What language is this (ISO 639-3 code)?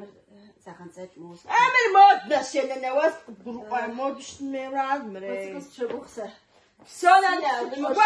kbd